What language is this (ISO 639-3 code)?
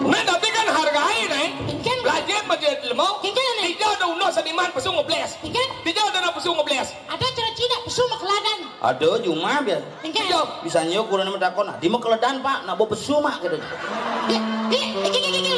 ban